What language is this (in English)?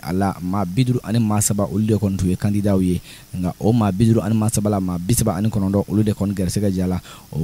Bambara